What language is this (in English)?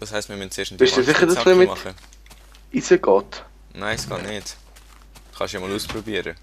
Swiss German